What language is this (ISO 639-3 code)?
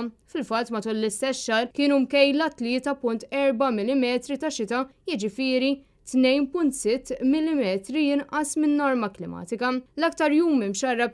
mlt